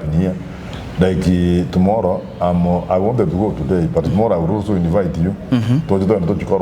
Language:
Gusii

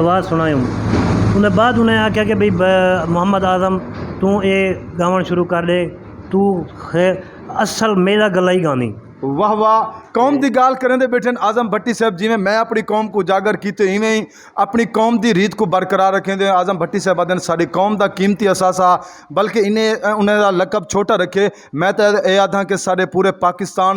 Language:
Saraiki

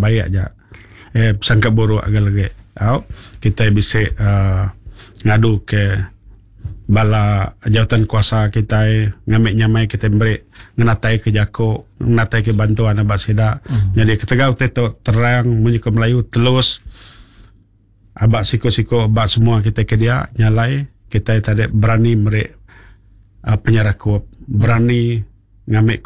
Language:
Iban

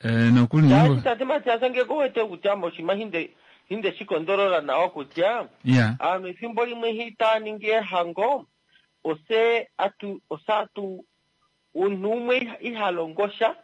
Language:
Kuanyama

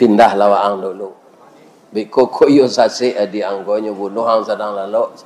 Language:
Minangkabau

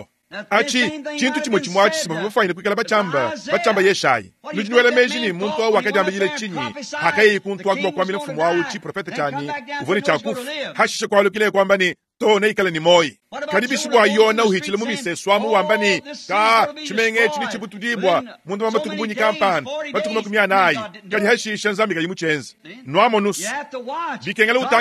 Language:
Luba-Lulua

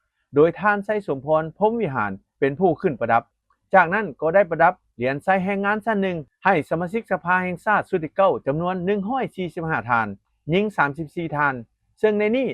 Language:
Lao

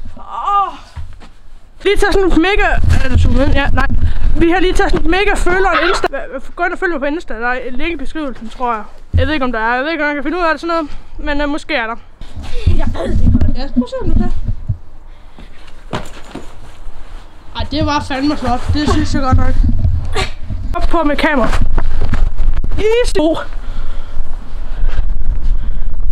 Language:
Danish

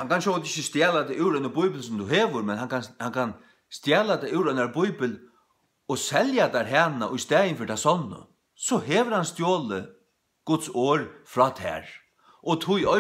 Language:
Faroese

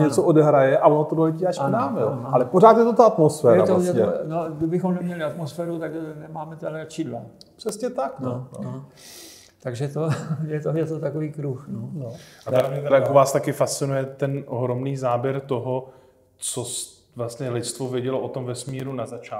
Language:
Czech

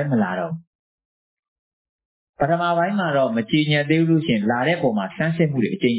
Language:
Burmese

